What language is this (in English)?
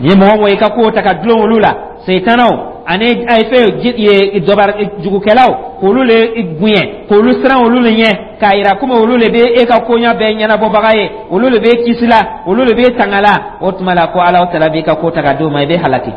Dyula